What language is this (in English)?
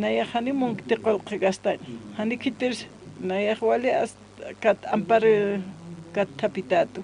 Aymara